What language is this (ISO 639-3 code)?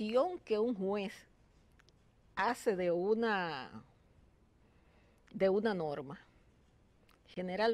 spa